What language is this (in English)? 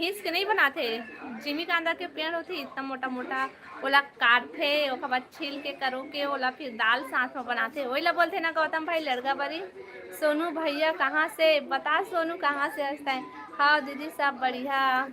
Chhattisgarhi